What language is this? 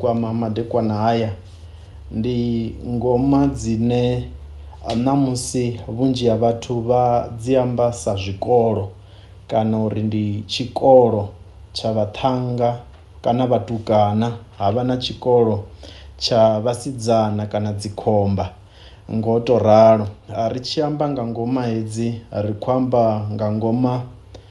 Venda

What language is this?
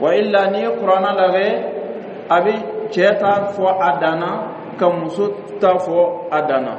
Dyula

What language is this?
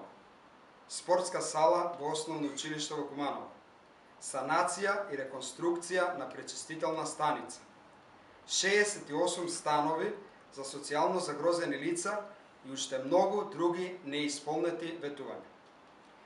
Macedonian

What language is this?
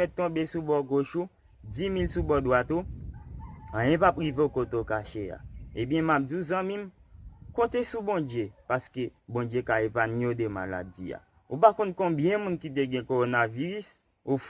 Haitian Creole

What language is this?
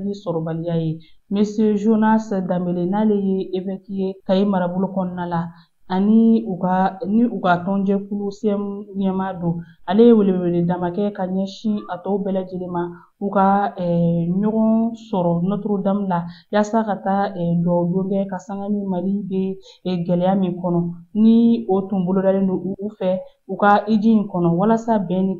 Bambara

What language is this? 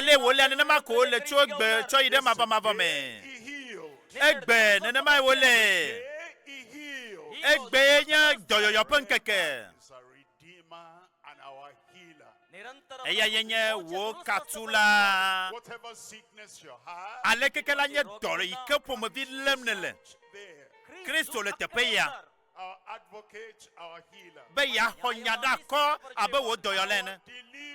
Ewe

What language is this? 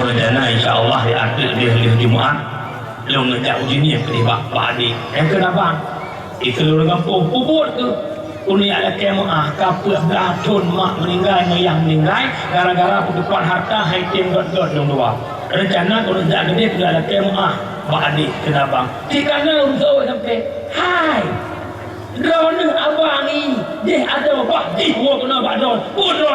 Achinese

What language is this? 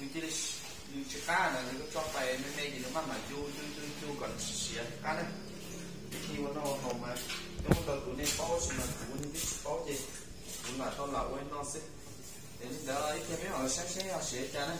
Hmong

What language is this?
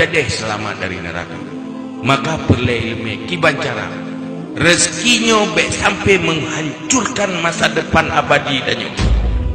Achinese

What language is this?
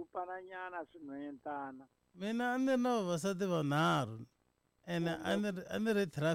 Tsonga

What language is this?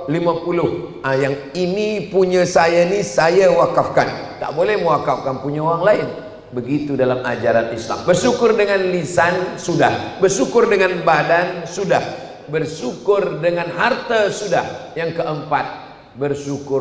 Malay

